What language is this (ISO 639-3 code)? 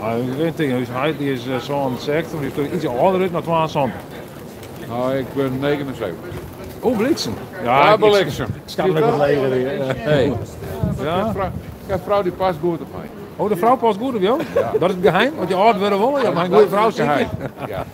fry